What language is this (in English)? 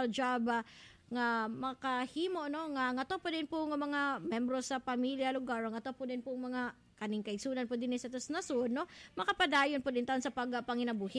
Cebuano